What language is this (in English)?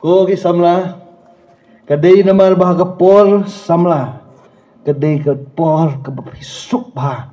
Khasi